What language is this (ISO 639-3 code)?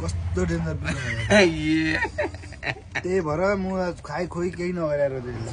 nep